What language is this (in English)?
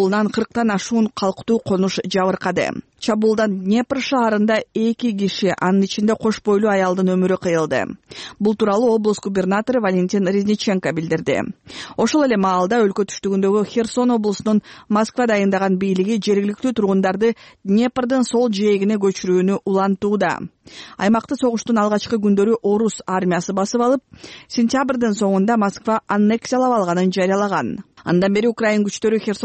Kyrgyz